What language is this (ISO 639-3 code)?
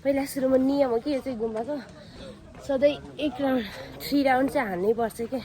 nep